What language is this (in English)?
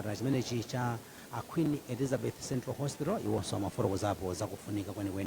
Nyanja